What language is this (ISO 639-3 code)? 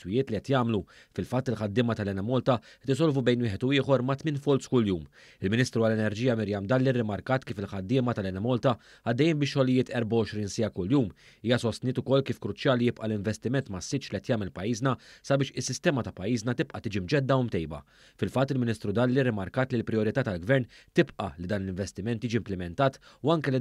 mlt